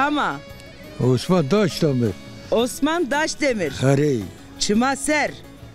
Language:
Zaza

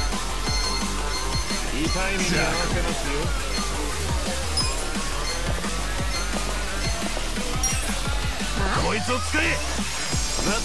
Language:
Japanese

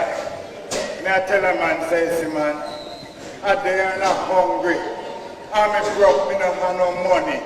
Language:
Jamaican Creole English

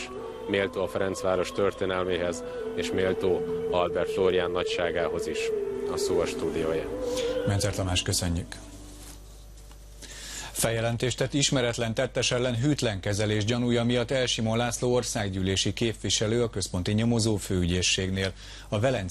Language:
Hungarian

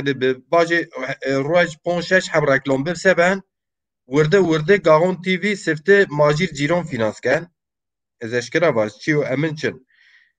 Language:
Zaza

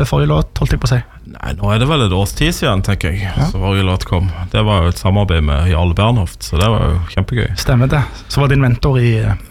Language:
Norwegian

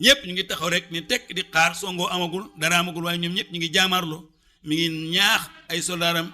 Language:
Wolof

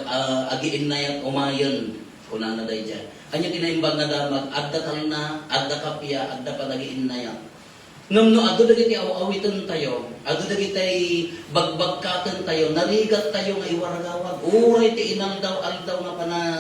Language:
Iloko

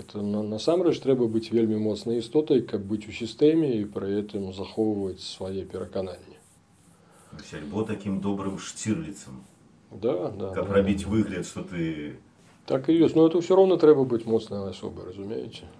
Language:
Belarusian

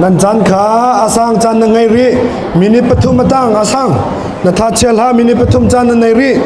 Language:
Hakha Chin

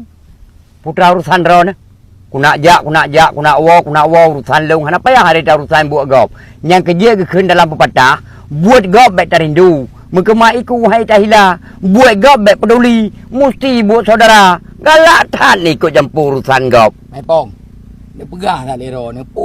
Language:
Achinese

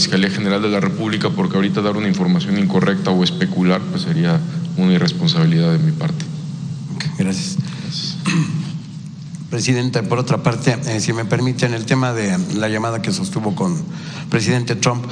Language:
Spanish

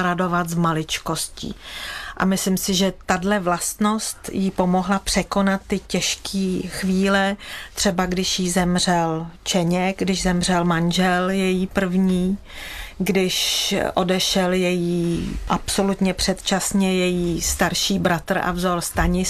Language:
Czech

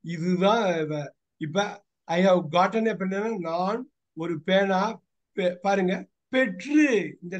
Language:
Tamil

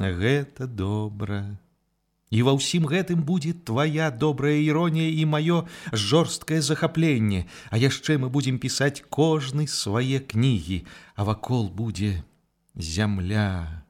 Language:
Belarusian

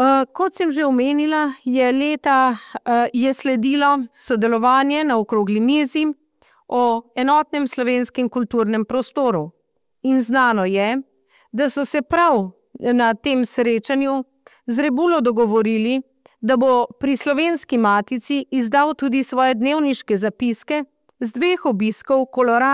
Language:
Slovenian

